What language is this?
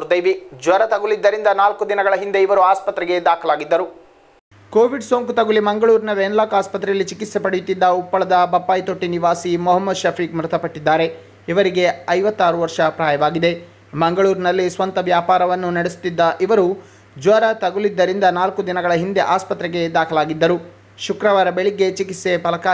Kannada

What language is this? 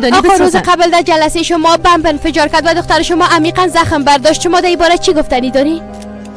Persian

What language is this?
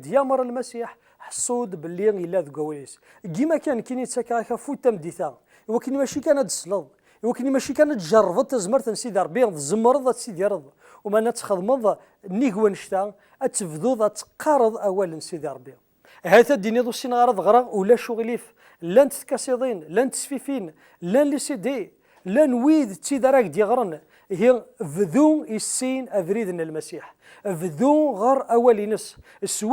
Kabyle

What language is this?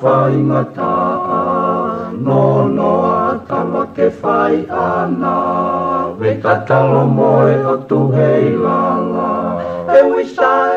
Tongan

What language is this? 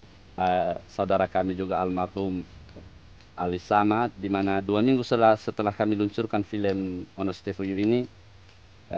Nias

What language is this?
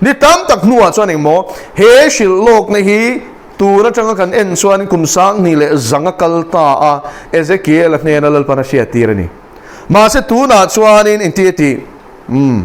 Mizo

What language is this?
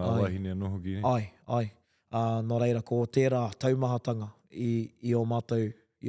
Māori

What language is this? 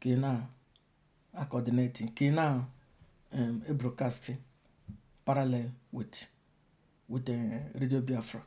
Igbo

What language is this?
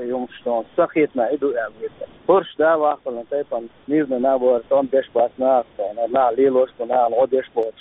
Chechen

